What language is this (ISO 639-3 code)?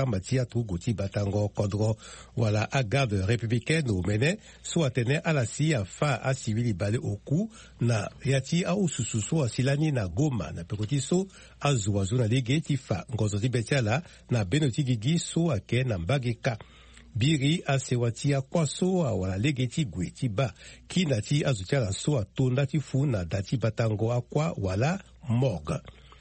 sag